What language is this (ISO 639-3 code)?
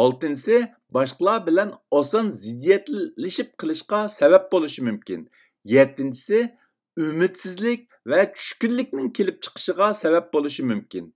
uig